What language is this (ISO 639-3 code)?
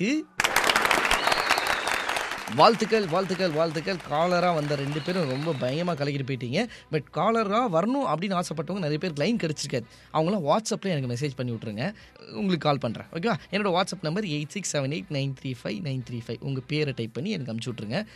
tam